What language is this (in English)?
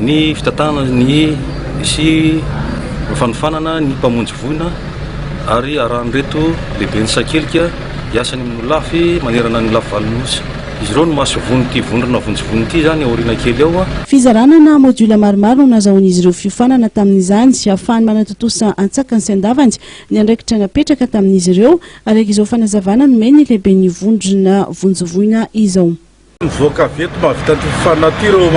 Malagasy